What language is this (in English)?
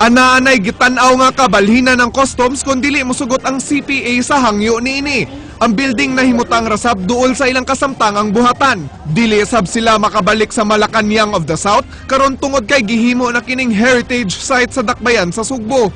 Cebuano